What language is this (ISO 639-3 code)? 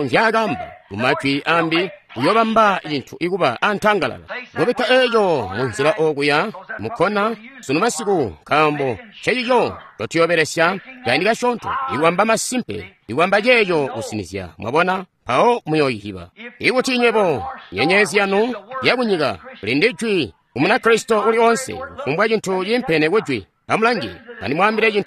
toi